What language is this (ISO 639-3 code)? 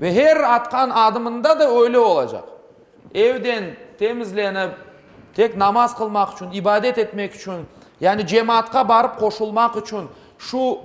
crh